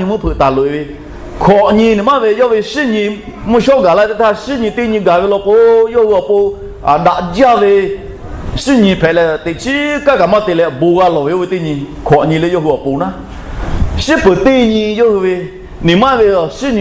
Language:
Lahu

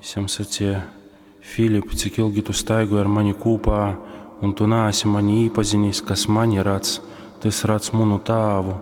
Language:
Latgalian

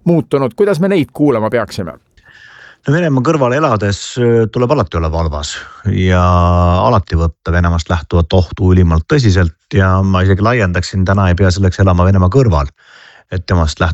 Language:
Estonian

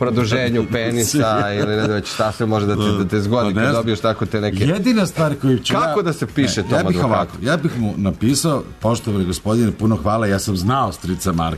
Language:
Serbian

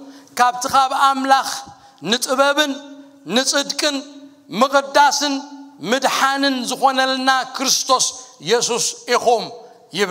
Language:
Tigrinya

